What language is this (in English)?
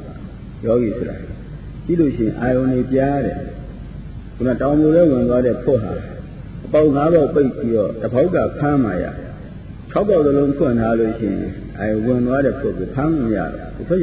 Burmese